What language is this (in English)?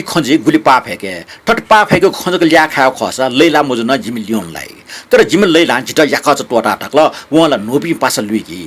Newari